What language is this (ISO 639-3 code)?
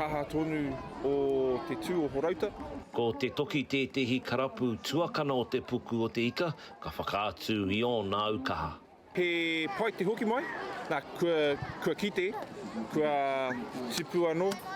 mri